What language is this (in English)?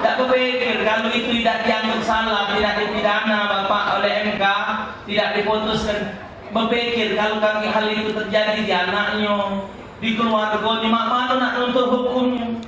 Musi